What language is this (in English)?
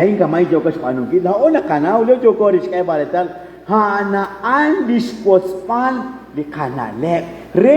Kekchí